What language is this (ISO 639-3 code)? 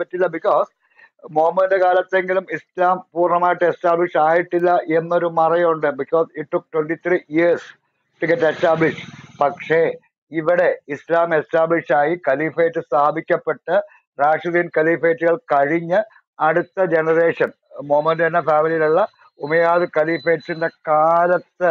mal